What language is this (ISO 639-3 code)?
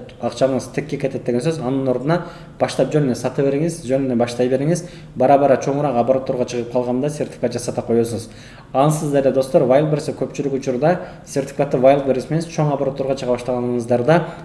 kir